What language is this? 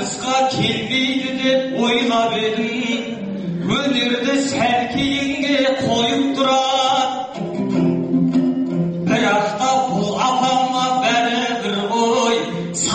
Kazakh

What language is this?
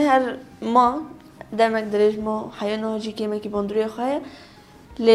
Kurdish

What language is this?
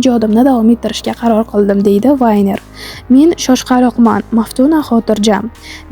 Uzbek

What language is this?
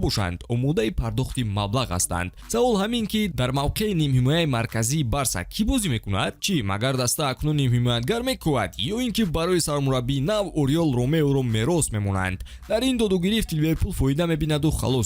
Tajik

